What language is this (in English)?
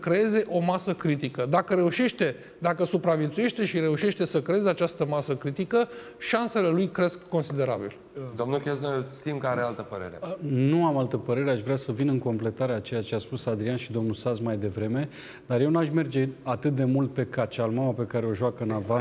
Romanian